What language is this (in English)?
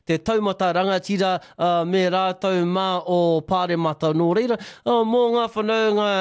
Māori